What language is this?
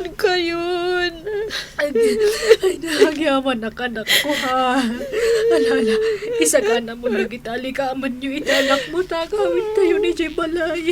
Iloko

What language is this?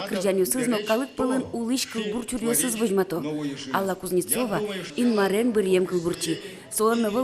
Udmurt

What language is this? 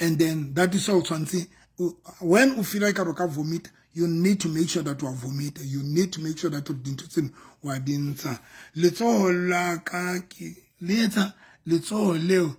Southern Sotho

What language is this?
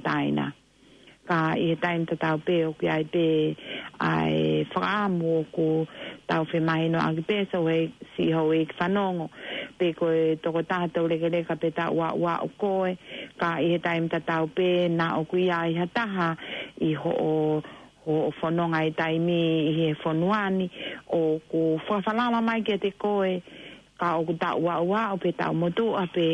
Tongan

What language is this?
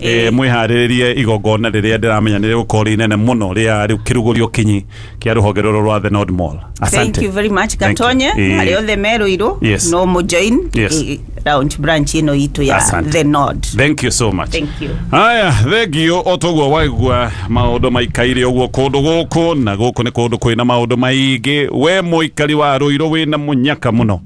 Kikuyu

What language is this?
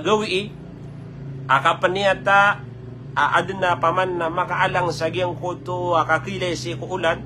Maranao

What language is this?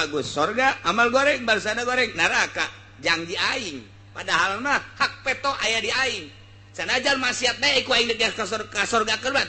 Sundanese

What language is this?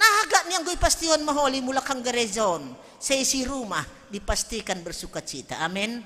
Batak Simalungun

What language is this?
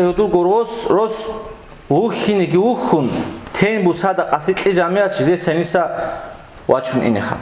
Avaric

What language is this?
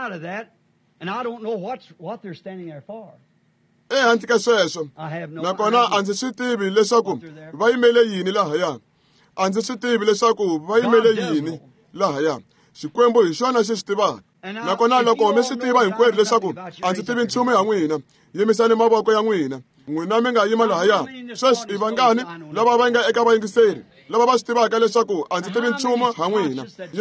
Tsonga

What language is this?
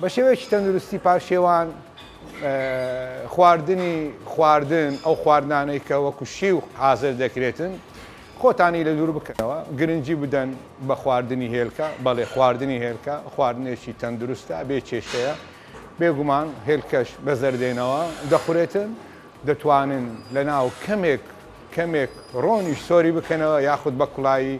Central Kurdish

